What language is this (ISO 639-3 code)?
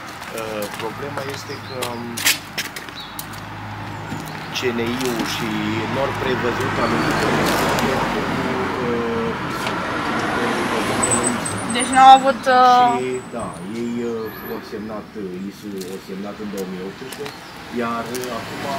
ron